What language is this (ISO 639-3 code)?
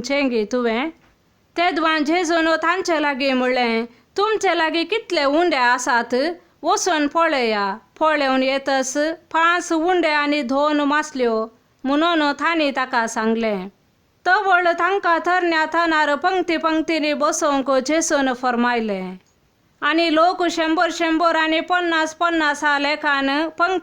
kok